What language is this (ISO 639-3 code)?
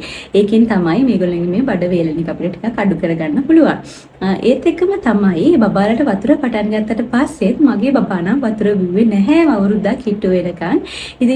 sin